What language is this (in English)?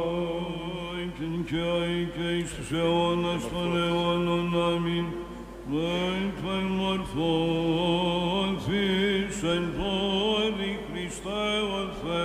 Greek